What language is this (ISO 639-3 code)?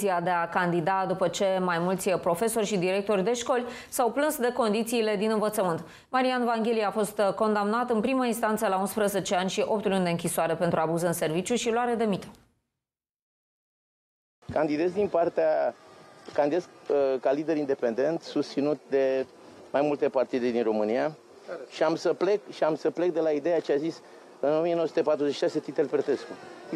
ron